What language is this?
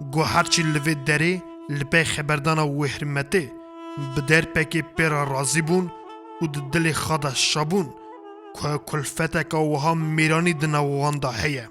Kurdish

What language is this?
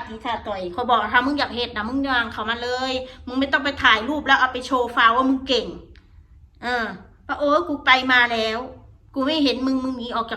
Northeastern Thai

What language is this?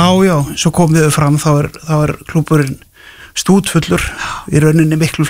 Icelandic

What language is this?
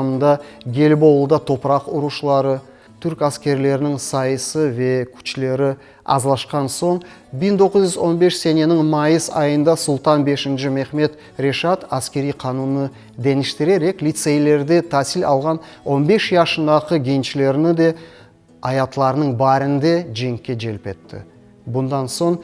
Crimean Tatar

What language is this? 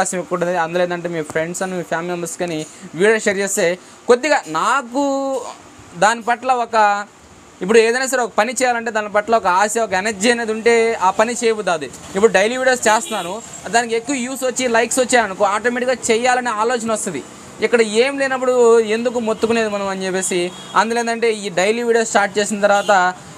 Telugu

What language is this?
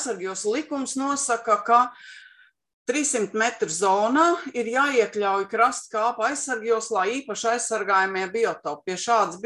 Latvian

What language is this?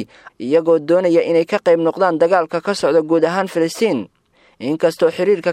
Somali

